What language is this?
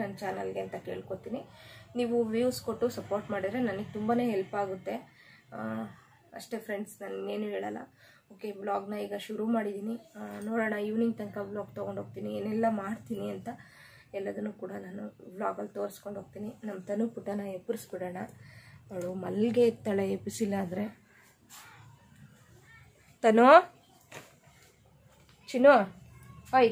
Kannada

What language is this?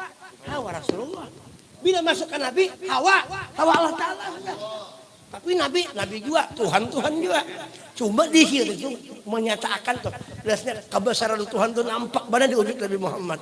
Banjar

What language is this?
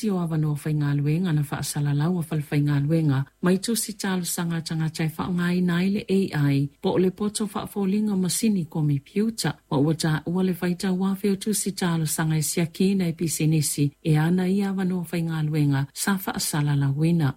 Samoan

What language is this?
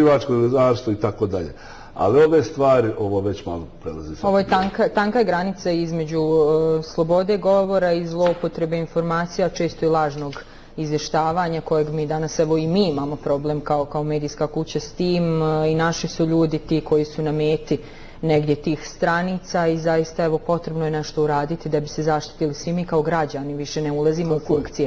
Bosnian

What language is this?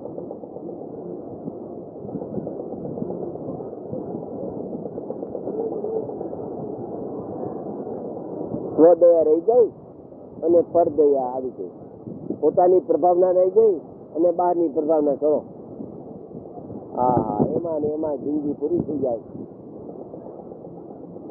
Gujarati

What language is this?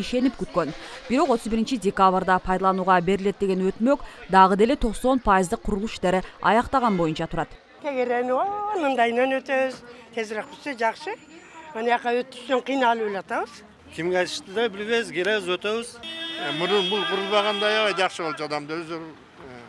Kyrgyz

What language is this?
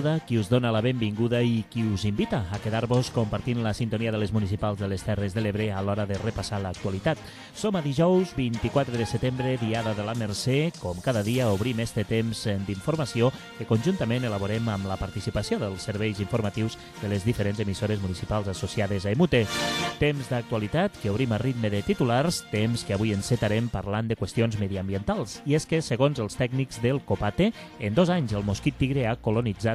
Catalan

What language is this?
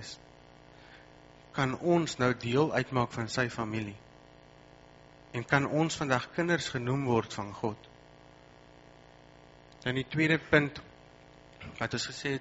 Afrikaans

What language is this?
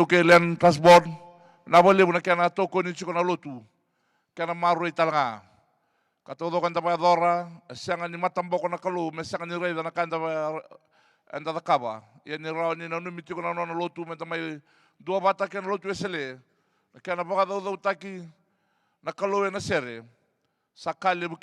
Fijian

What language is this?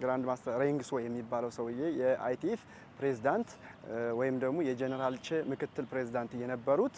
Amharic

